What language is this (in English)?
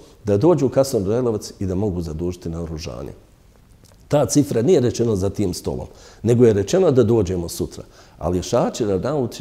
Bosnian